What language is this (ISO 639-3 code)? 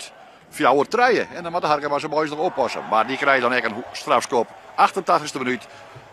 fry